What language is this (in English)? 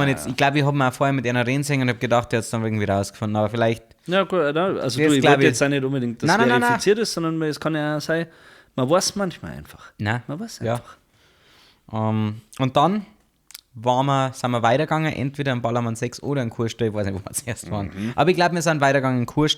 Bavarian